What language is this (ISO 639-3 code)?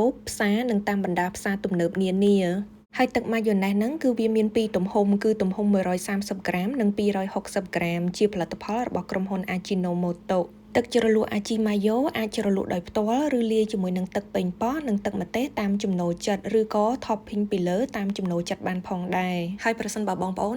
khm